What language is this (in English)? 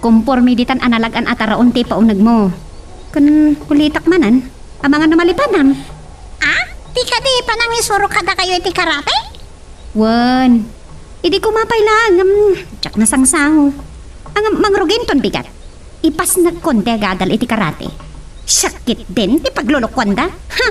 Iloko